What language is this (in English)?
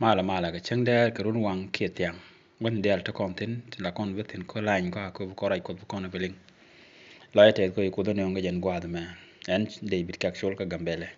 Nuer